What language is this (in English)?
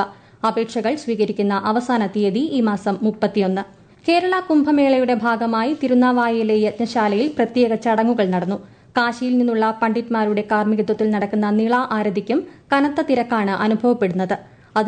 Malayalam